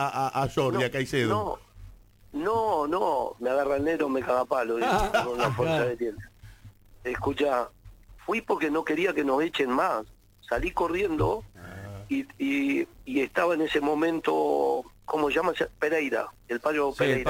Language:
Spanish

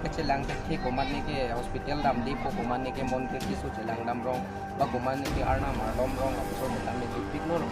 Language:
Karbi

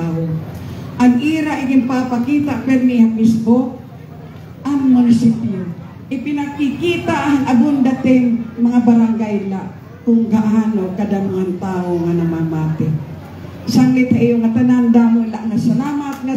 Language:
Waray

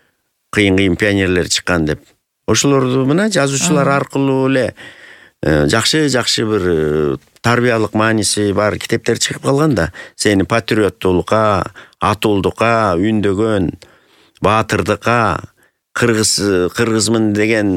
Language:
Kyrgyz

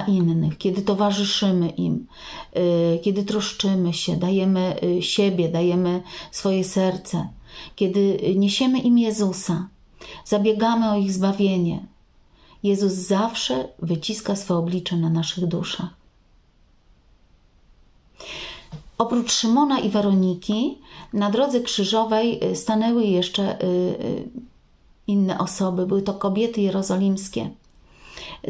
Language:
Polish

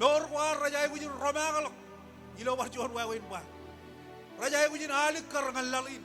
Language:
Marshallese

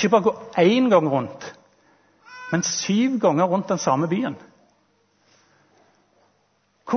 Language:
Norwegian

